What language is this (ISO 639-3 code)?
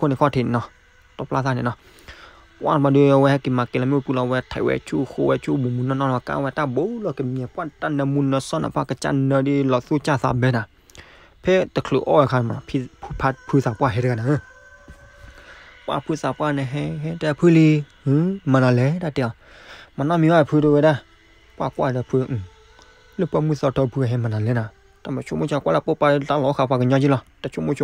ksw